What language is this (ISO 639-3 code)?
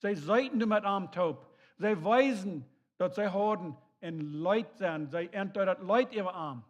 pdt